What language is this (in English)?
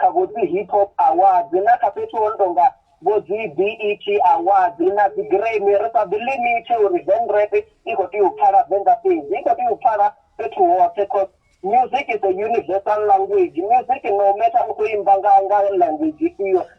Venda